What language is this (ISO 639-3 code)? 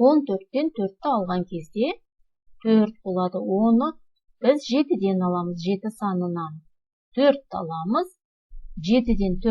kaz